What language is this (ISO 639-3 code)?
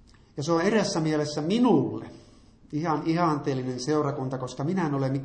fin